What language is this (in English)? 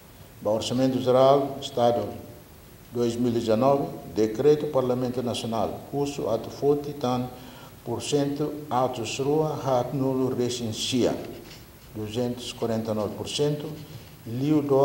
Tetum